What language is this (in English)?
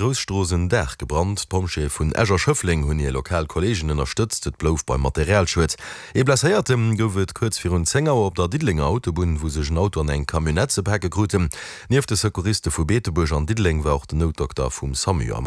Luxembourgish